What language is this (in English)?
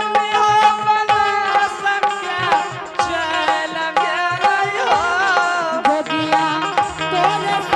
Angika